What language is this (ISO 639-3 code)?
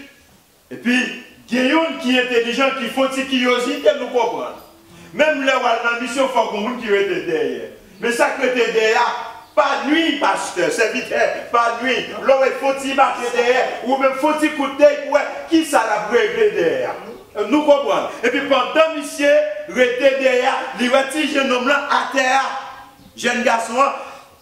hat